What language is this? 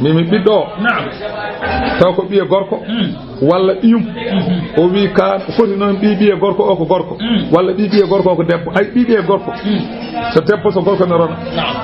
Fula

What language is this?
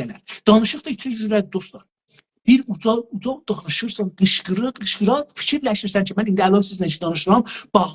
South Azerbaijani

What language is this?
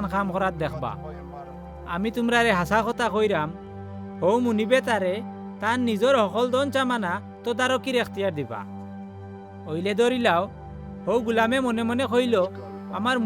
Sylheti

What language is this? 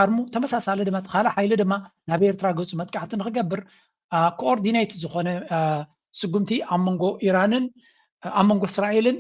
Tigrinya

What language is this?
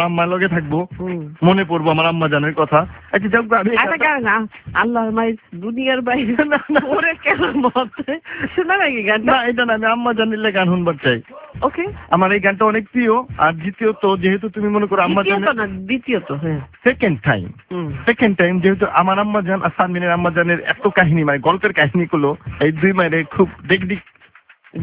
Bangla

